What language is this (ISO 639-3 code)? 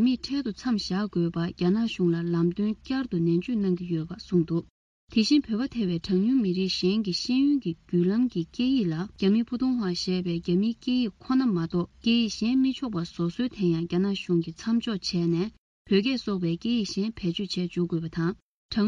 bod